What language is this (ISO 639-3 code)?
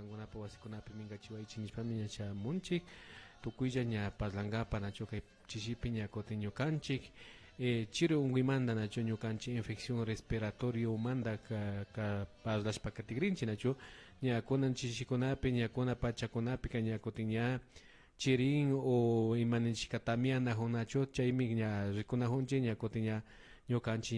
qvi